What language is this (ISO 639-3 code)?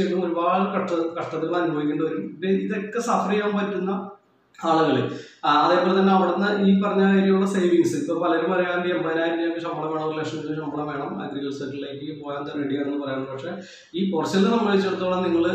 mal